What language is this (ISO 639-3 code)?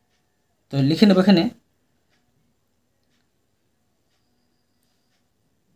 ben